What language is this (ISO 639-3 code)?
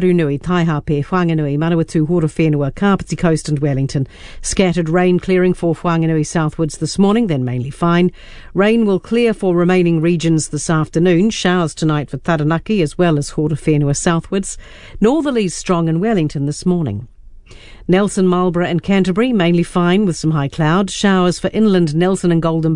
eng